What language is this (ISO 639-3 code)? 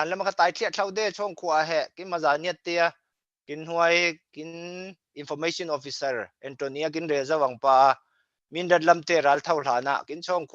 cfm